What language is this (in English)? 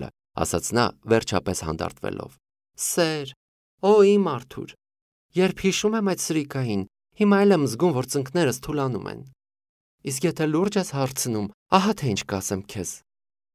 Armenian